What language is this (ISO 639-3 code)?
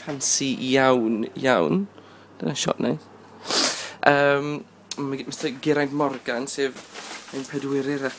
cym